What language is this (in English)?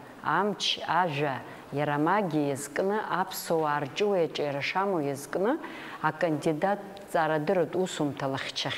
Abkhazian